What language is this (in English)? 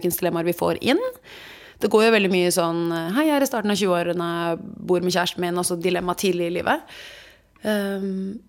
Norwegian